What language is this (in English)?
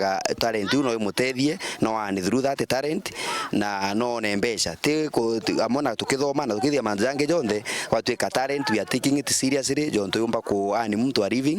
Meru